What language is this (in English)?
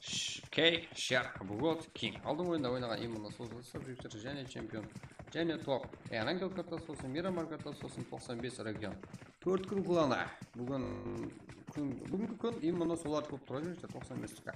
Kara-Kalpak